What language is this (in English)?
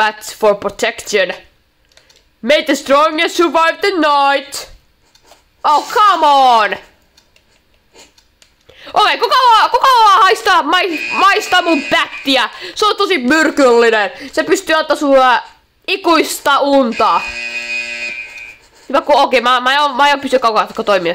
Finnish